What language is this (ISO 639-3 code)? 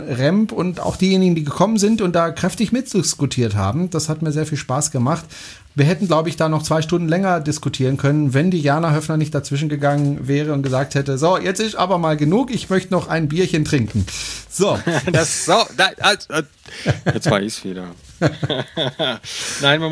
deu